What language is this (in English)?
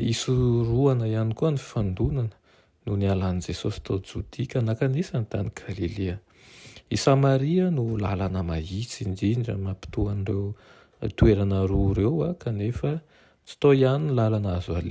Malagasy